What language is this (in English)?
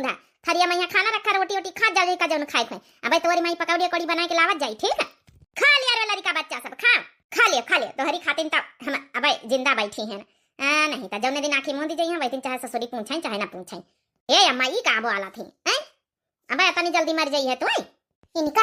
Awadhi